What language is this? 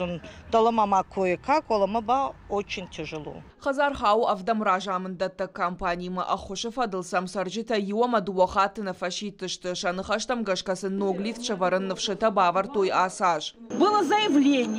Ossetic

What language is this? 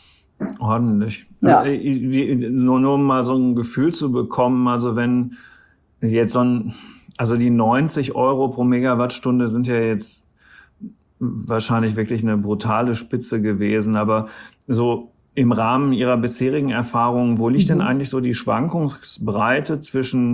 German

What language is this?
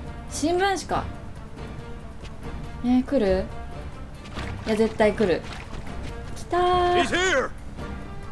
Japanese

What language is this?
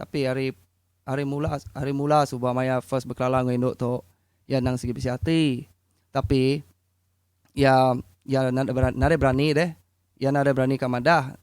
Iban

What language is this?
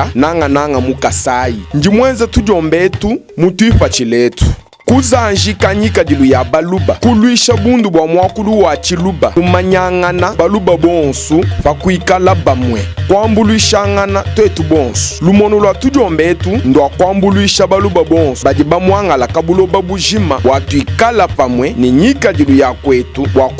Luba-Lulua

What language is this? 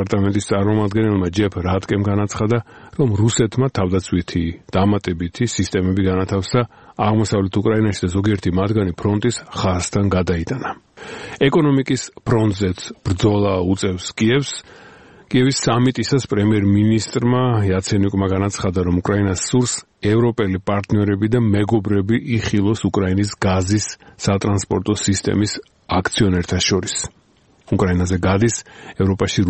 Georgian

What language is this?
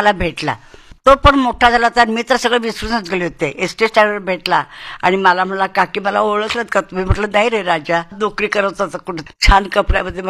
Marathi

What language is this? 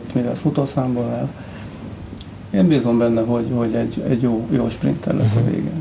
Hungarian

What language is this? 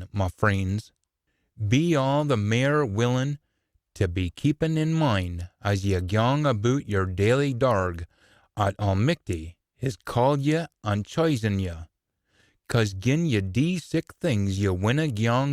Scots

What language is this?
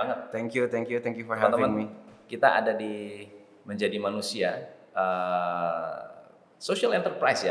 Indonesian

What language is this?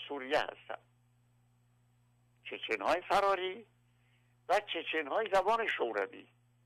Persian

